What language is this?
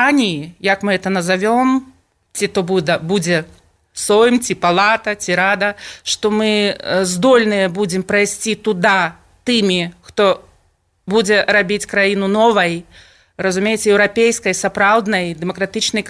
Belarusian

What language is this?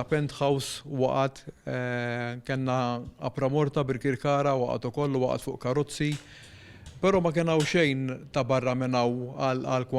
Maltese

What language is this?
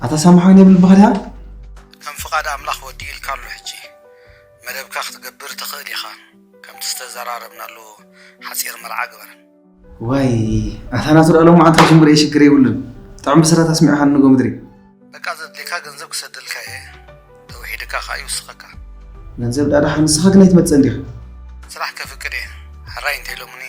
Tigrinya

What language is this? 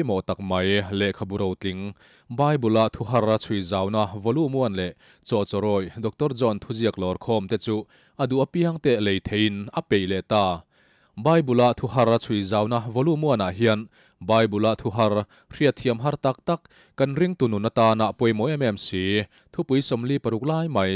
Mizo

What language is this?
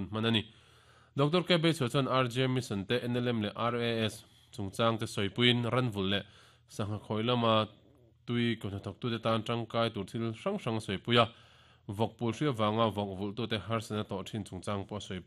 Mizo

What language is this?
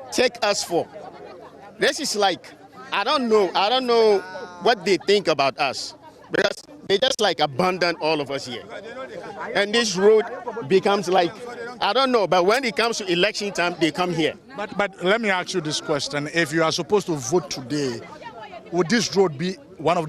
Akan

